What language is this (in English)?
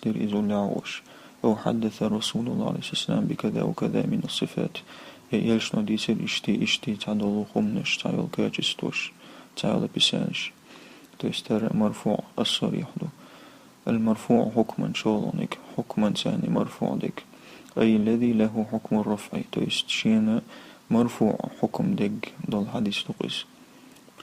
Chechen